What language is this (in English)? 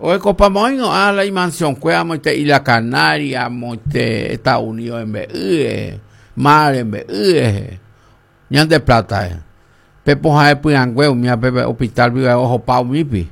Guarani